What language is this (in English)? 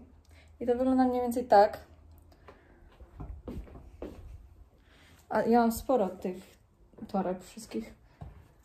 Polish